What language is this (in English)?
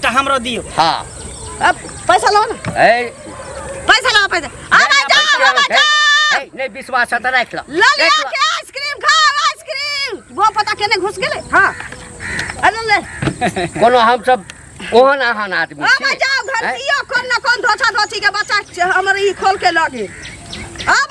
Maithili